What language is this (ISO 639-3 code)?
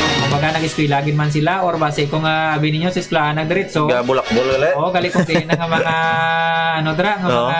hil